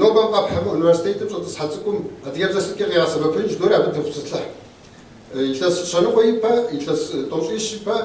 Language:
Kabardian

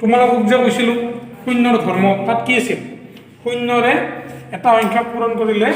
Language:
Assamese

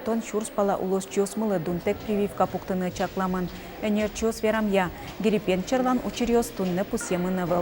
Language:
Udmurt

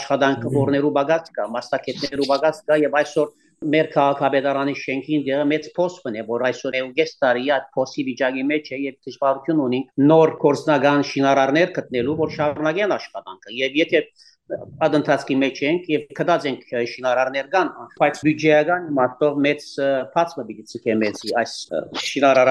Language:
Western Armenian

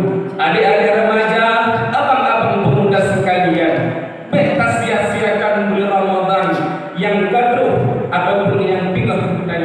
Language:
Achinese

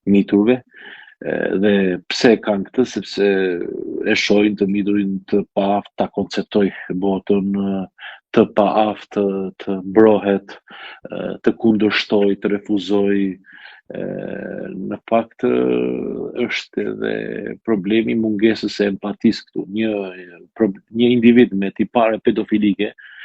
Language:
Albanian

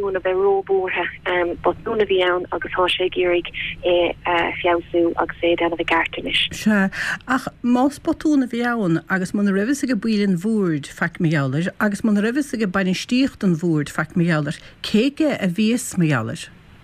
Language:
Irish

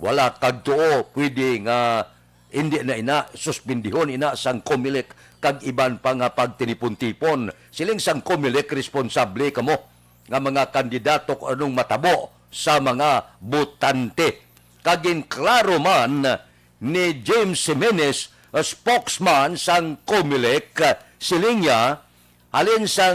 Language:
Hiligaynon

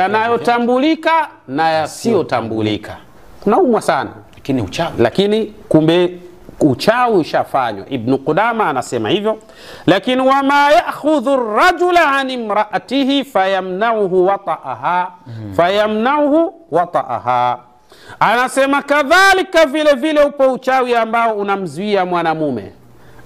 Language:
Swahili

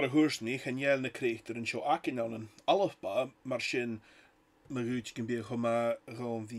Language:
Scottish Gaelic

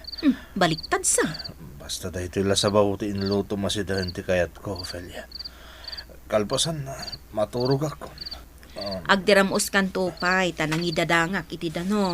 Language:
Iloko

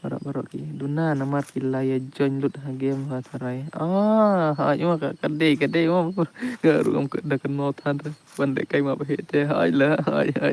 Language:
Khasi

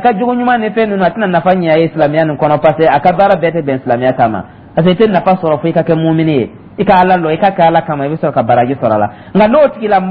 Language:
Dyula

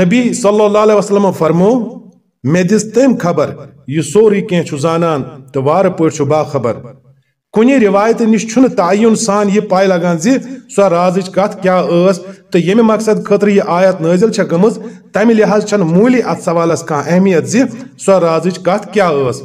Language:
Kashmiri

